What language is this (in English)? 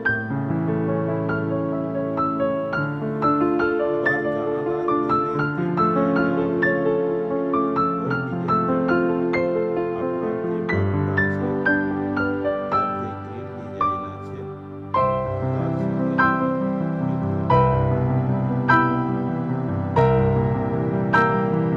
Bangla